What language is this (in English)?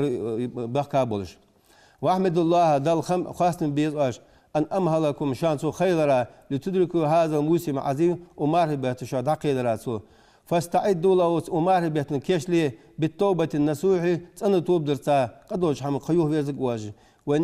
Ingush